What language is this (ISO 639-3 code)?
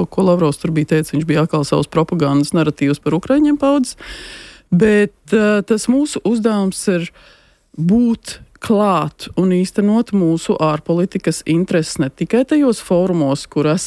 lav